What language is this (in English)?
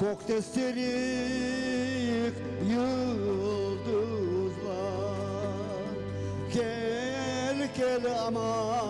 Crimean Tatar